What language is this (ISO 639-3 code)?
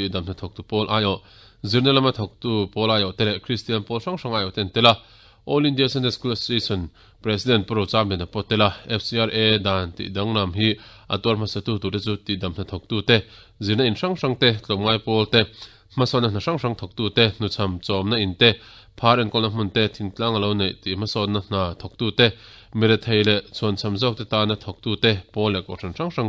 lus